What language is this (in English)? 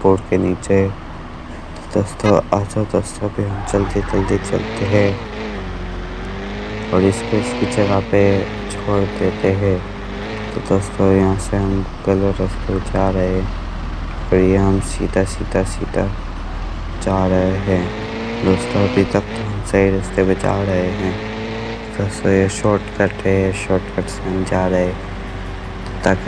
Hindi